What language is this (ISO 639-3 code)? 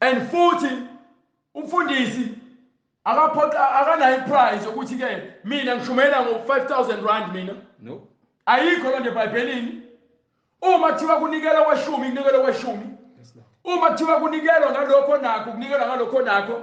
zul